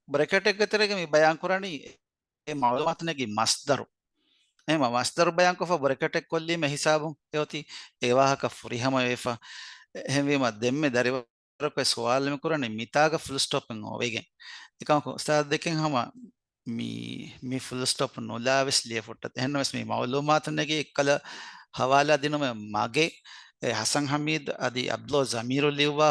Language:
Divehi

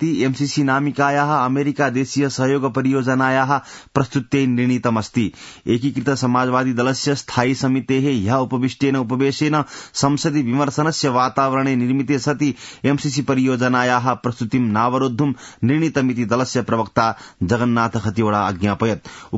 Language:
Sanskrit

